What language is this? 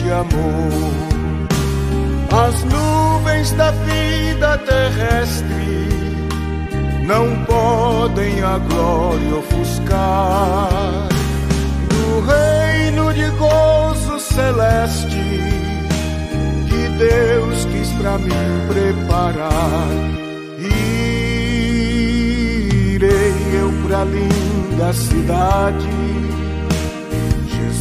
Portuguese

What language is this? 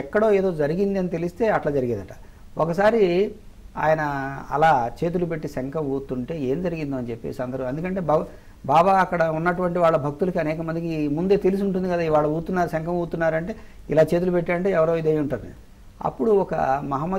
Telugu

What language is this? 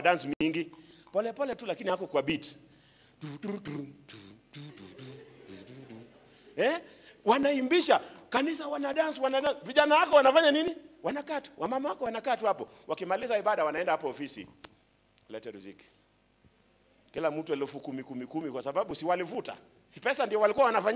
Swahili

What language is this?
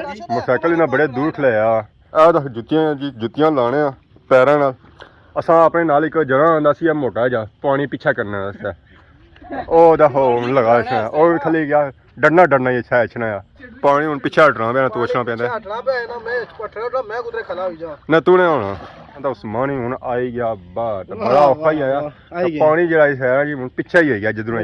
Pahari-Potwari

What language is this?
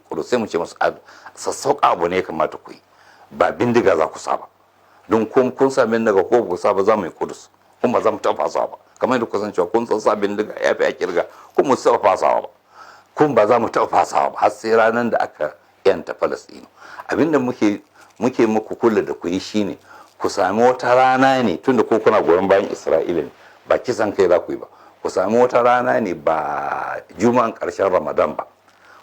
Hausa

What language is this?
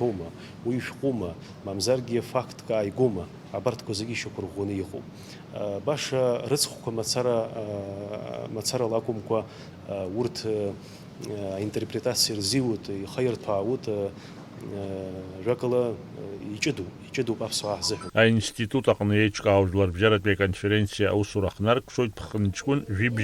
Abkhazian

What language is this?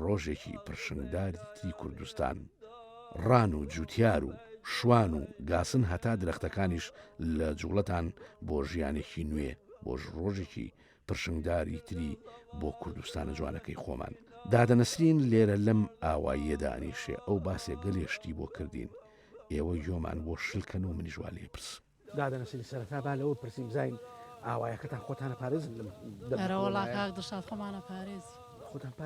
Central Kurdish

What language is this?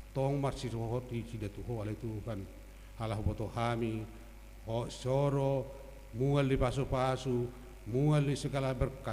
Batak Toba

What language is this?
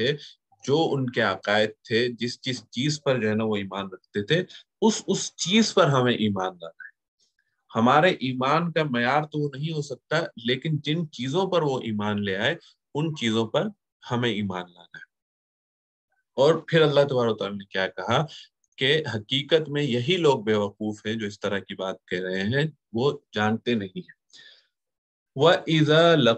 Urdu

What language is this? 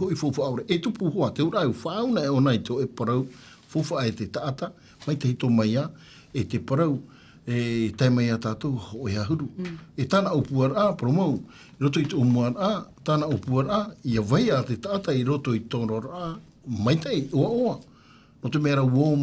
Tahitian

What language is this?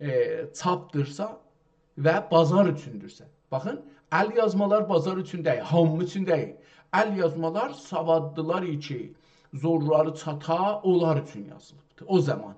South Azerbaijani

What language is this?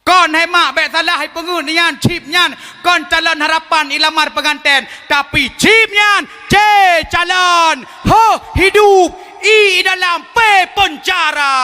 Achinese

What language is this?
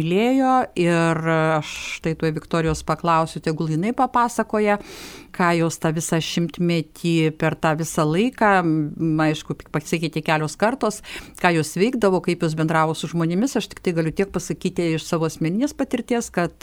Lithuanian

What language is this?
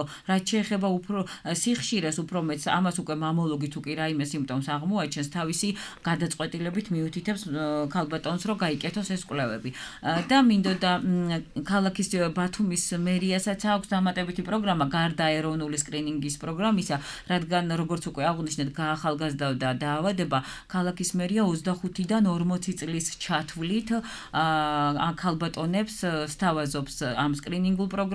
Georgian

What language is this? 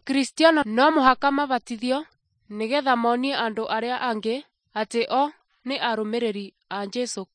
Kikuyu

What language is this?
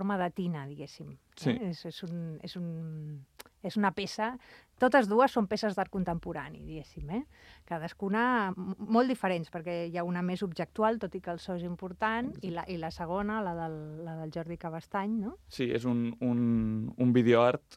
Catalan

